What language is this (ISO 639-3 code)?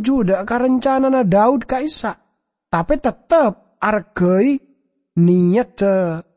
mad